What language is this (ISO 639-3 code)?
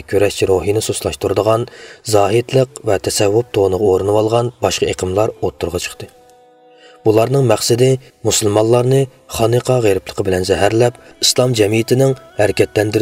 uig